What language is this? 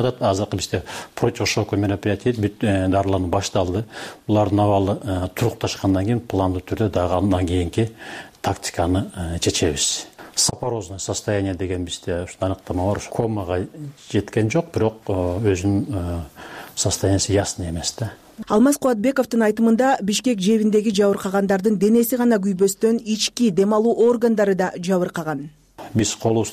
Kyrgyz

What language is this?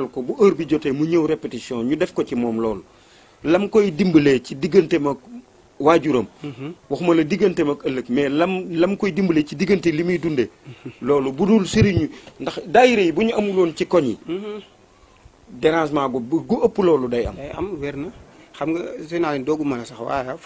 Wolof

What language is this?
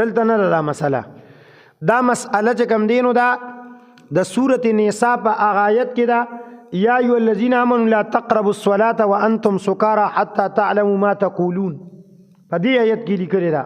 Pashto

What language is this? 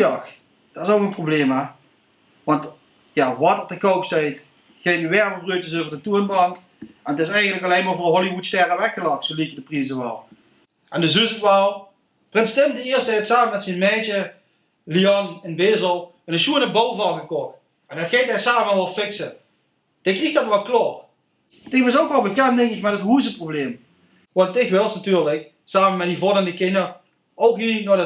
Limburgish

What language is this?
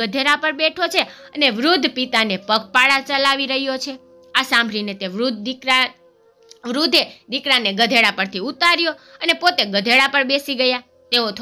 Gujarati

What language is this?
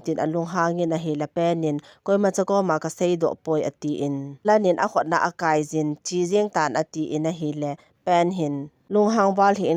Thado Chin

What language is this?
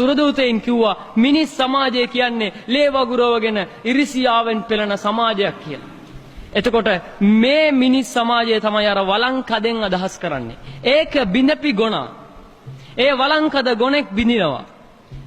Sinhala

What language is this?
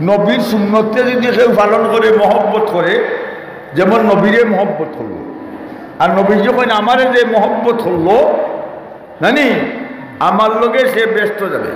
Sylheti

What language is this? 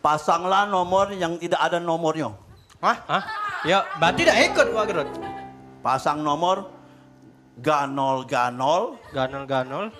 Musi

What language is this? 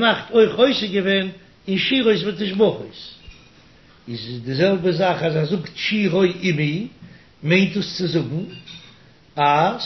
Yiddish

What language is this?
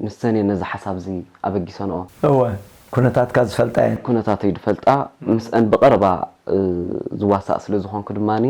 Tigrinya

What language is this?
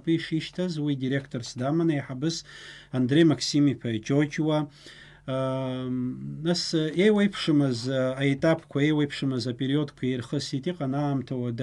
Abkhazian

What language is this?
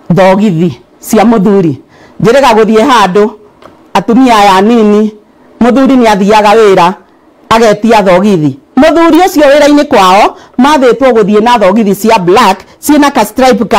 Kikuyu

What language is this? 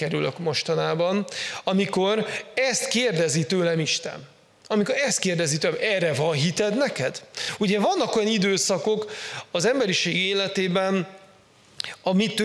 Hungarian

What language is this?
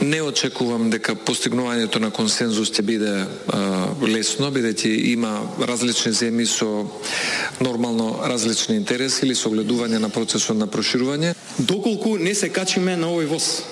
Macedonian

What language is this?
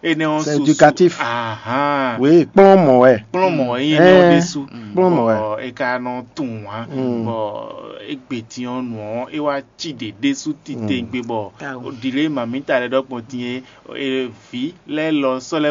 Fon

